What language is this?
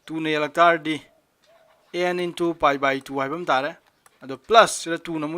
Manipuri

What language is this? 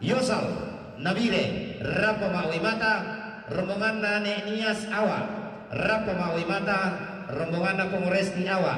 Toraja-Sa'dan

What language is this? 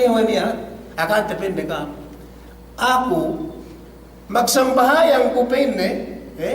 Yakan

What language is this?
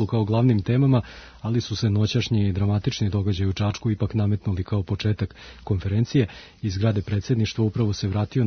Serbian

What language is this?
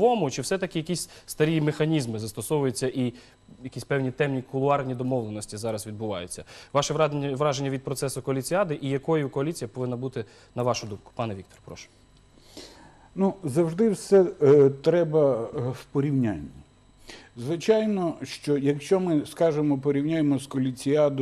Ukrainian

